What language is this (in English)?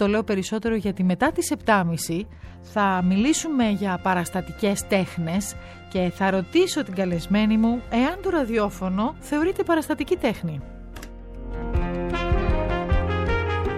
Greek